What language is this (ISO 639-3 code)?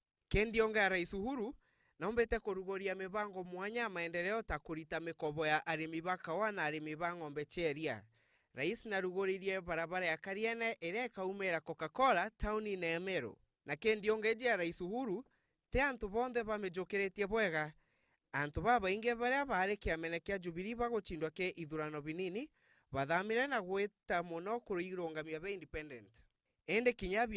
mer